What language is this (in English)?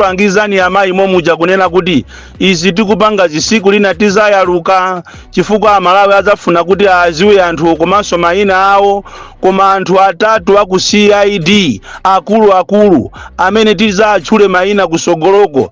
Nyanja